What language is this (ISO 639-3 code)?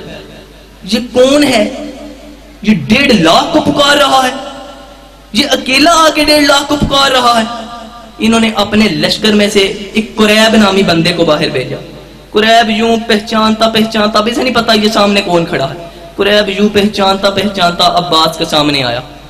urd